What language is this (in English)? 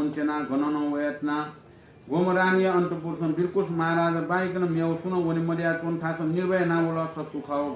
Newari